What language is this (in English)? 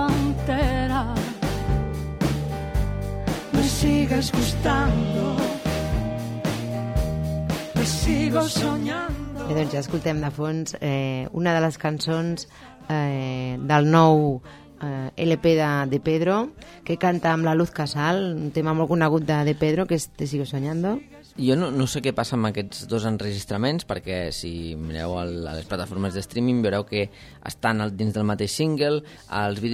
Catalan